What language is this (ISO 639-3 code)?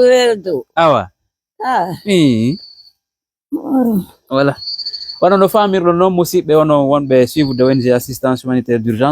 fuf